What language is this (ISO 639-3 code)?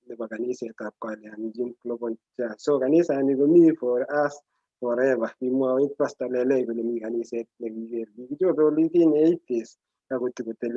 kln